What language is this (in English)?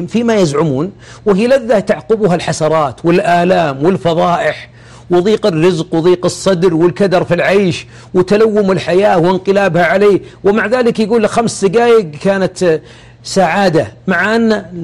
Arabic